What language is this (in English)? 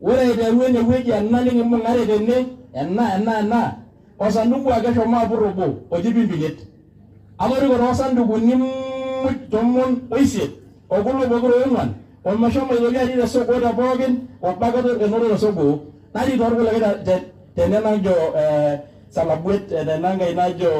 Masai